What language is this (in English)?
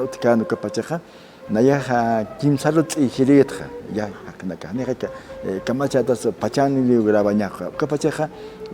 Aymara